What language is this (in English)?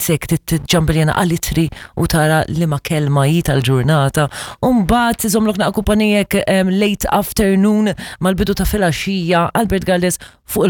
Maltese